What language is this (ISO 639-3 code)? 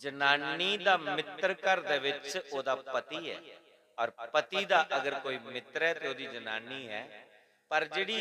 doi